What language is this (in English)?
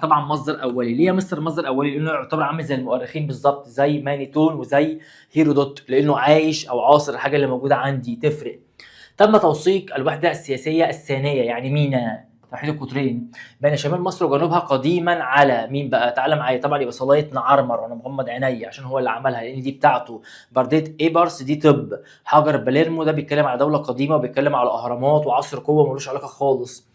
Egyptian Arabic